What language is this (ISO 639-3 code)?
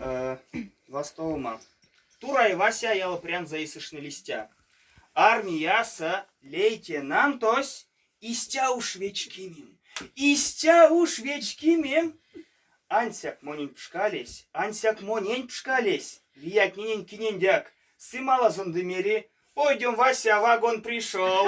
myv